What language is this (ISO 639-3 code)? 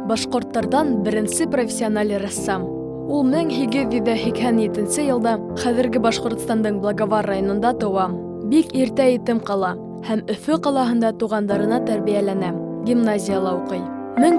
bak